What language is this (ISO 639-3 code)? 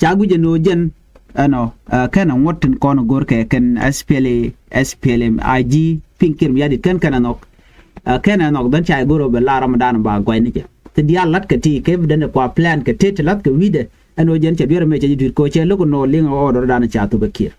nus